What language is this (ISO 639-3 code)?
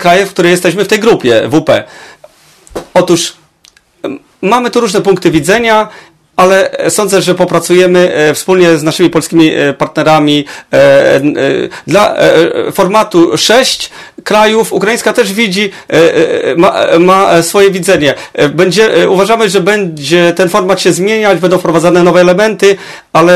pol